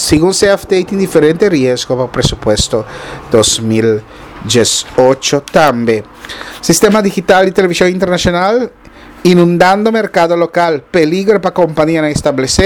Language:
Papiamento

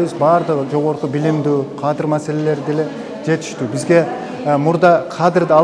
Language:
Kyrgyz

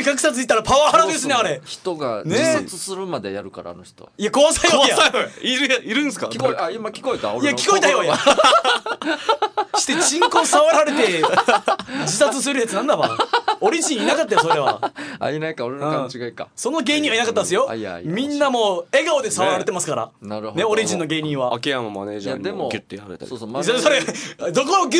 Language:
Japanese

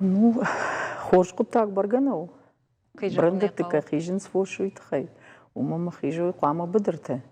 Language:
Ossetic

